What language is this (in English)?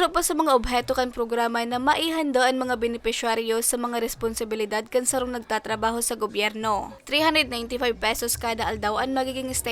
Bikol